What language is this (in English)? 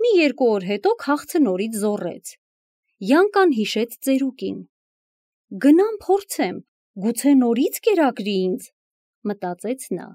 Armenian